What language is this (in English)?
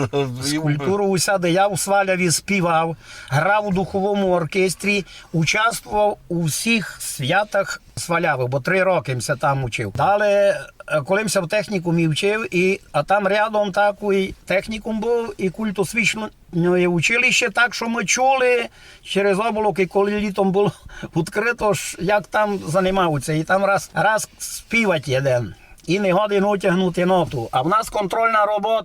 Rusyn